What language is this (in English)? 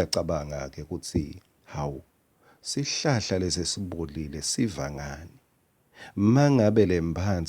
Swati